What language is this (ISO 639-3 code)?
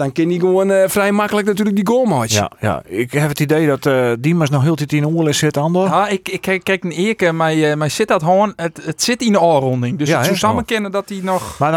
fry